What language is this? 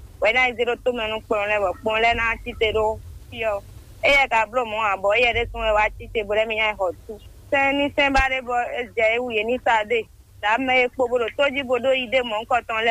Fon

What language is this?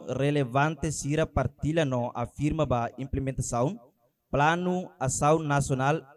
Tetum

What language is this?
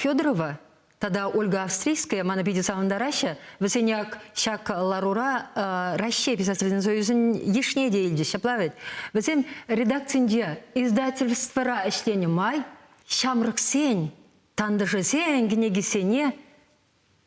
Chuvash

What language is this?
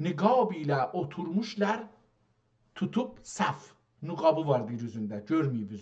South Azerbaijani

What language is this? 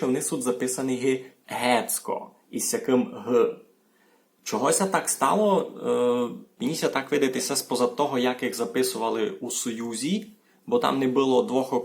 Rusyn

